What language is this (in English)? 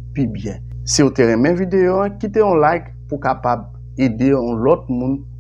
Haitian Creole